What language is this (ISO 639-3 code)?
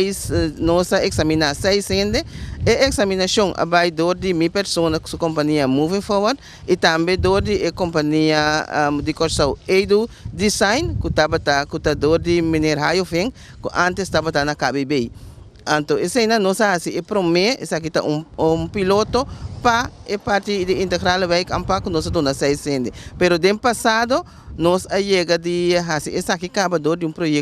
pap